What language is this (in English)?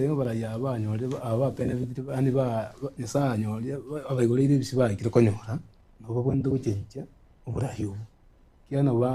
Gusii